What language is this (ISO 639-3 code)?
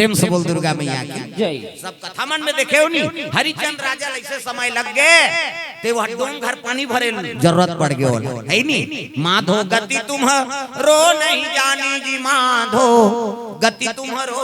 hne